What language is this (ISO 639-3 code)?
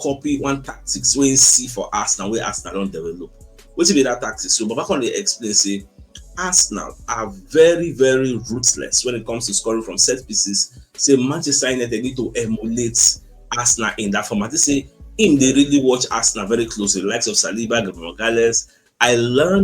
pcm